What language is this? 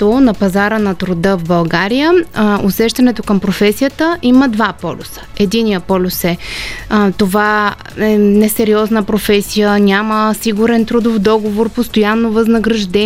Bulgarian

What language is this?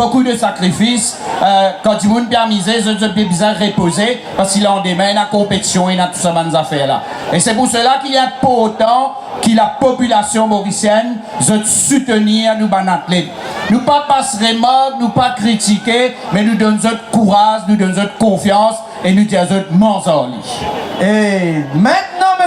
Morisyen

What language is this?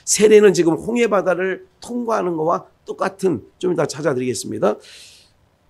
Korean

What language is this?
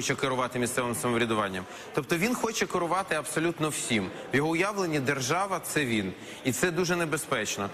Ukrainian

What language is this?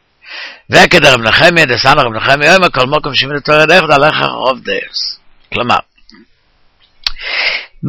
Hebrew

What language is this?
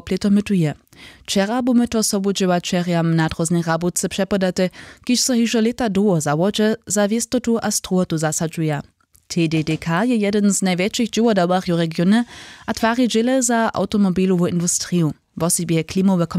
Upper Sorbian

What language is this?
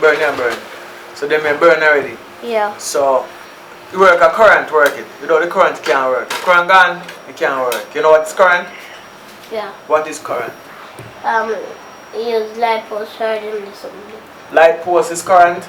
Jamaican Creole English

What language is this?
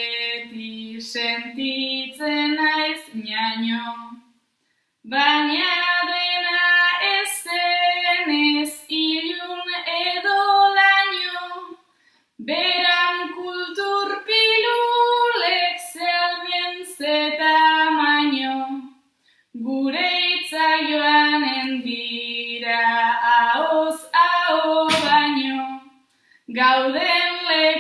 Basque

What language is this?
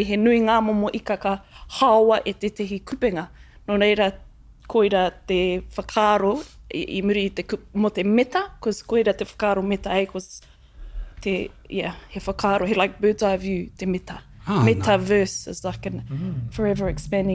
Māori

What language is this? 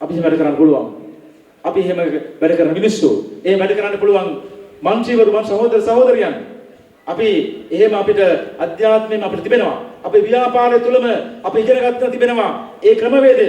Sinhala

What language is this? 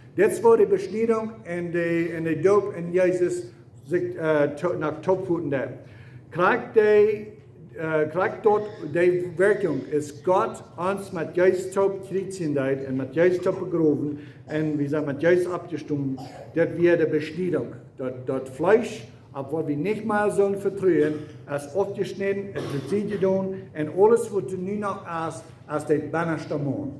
Plautdietsch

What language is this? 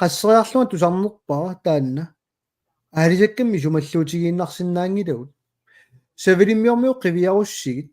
Kalaallisut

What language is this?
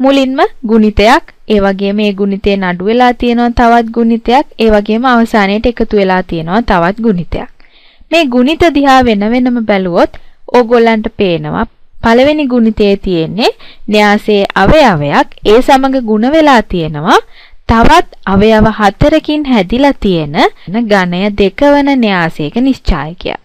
Sinhala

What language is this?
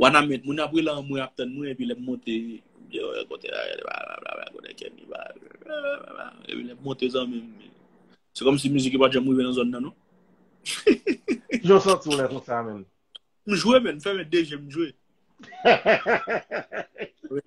Haitian Creole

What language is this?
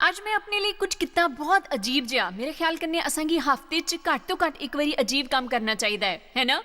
Dogri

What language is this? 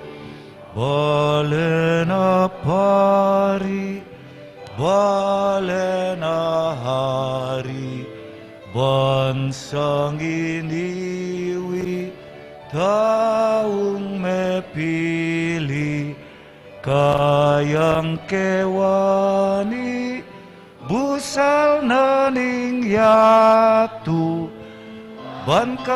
Pampanga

